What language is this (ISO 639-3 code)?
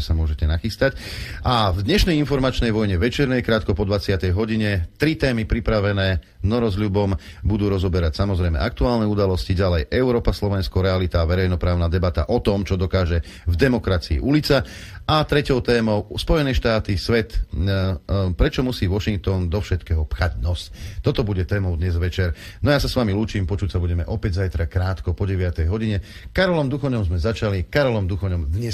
slk